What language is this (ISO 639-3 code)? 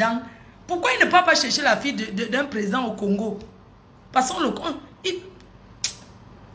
fra